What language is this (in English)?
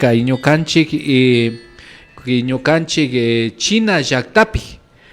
Imbabura Highland Quichua